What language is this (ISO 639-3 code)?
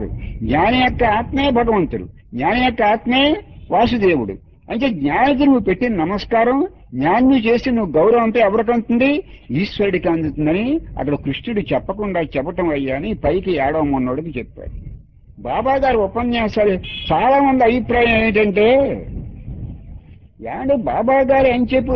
tel